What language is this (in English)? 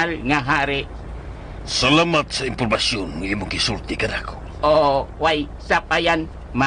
Cebuano